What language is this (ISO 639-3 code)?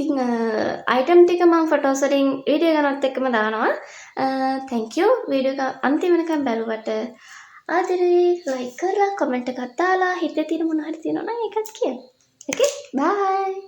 sin